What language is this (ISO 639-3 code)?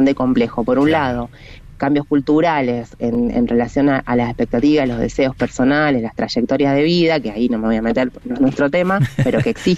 spa